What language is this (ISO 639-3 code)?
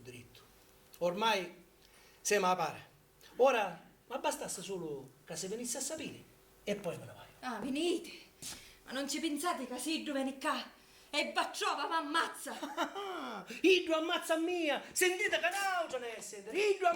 scn